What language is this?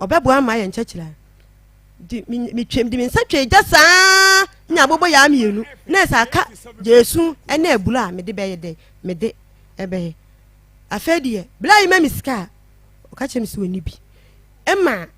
Akan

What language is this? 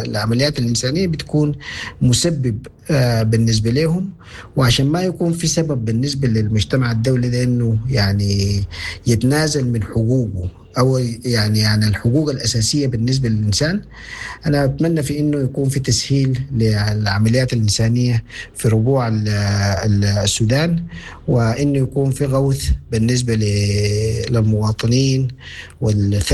Sudanese Arabic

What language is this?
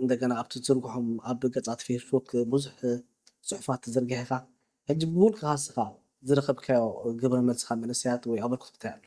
Tigrinya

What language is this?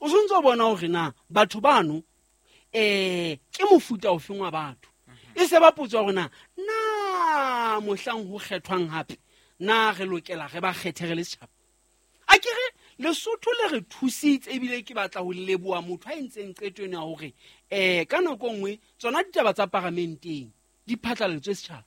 Southern Sotho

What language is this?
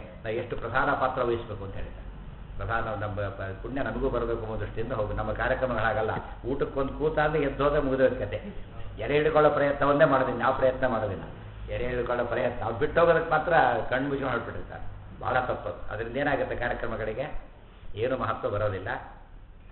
Kannada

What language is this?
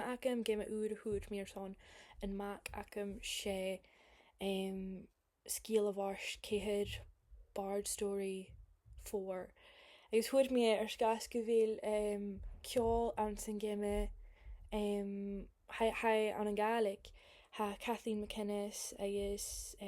Scottish Gaelic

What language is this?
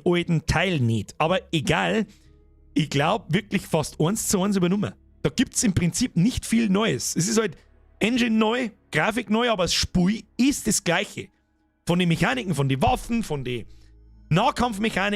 Bavarian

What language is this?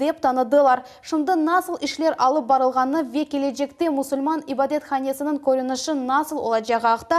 Crimean Tatar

